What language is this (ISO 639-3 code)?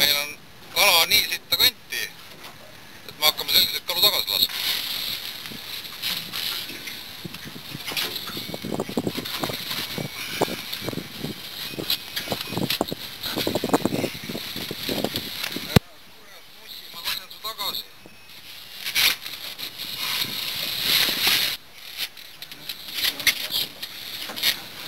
est